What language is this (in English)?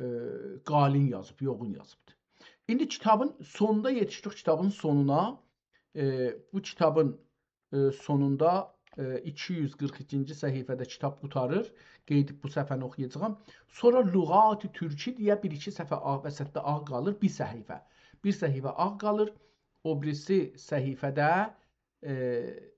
South Azerbaijani